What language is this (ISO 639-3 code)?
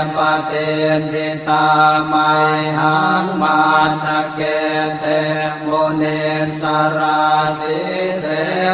pli